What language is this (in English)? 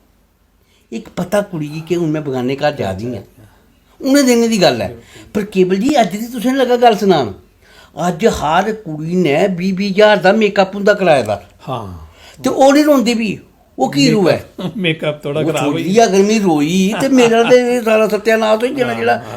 Dogri